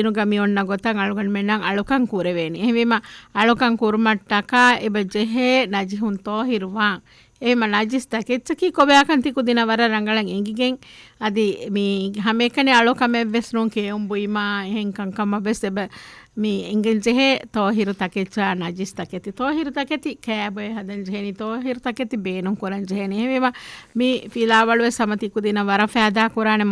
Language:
Divehi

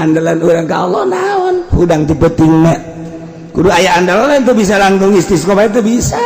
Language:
Sundanese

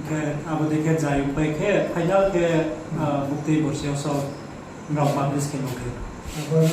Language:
Riang (India)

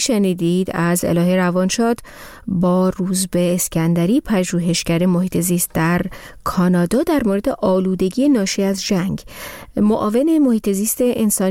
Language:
Persian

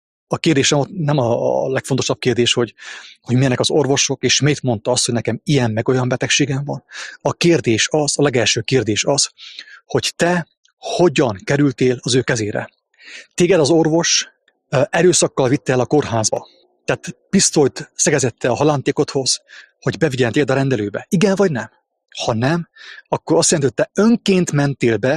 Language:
Hungarian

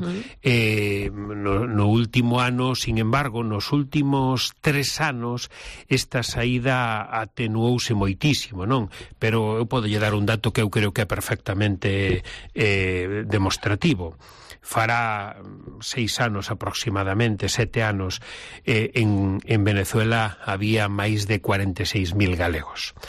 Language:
Galician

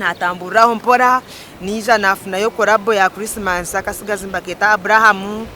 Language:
Nyankole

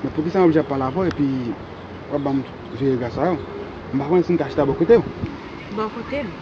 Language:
Haitian Creole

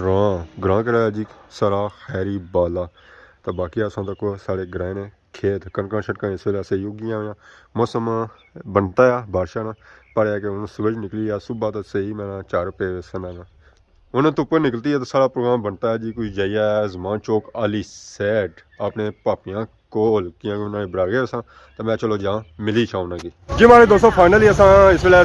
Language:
Pahari-Potwari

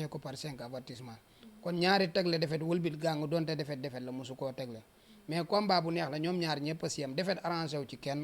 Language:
Wolof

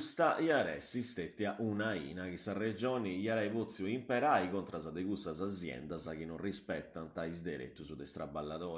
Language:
Sardinian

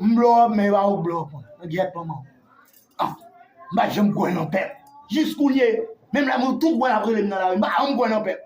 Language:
Haitian Creole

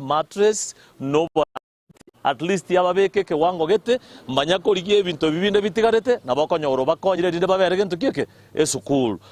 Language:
Gusii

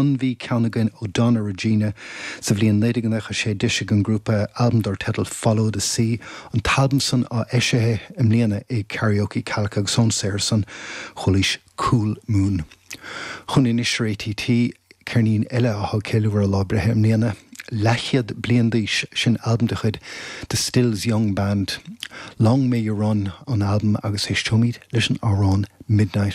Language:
Irish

